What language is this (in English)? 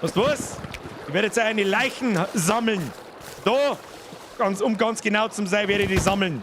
Bavarian